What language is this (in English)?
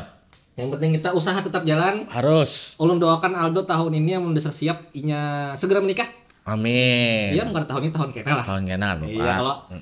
Banjar